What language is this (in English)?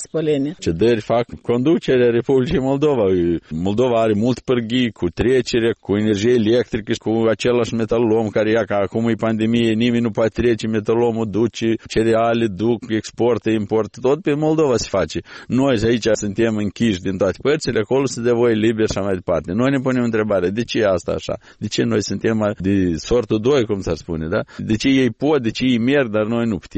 Romanian